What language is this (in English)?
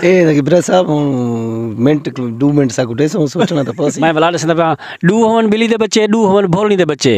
Saraiki